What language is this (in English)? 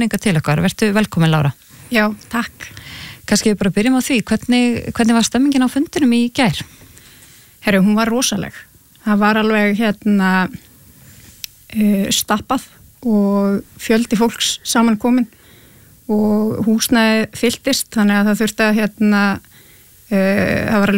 Icelandic